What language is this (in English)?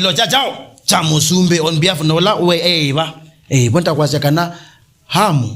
Kamba